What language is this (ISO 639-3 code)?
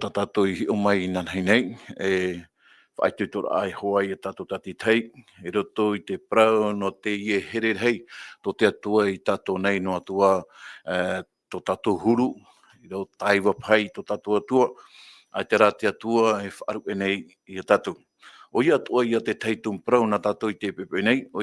tah